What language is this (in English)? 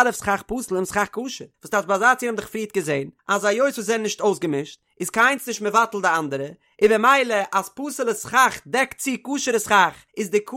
Yiddish